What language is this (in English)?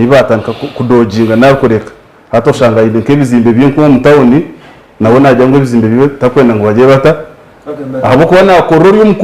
Nyankole